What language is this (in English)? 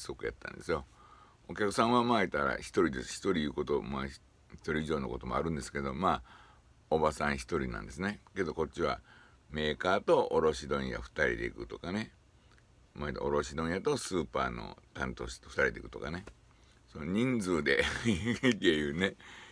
Japanese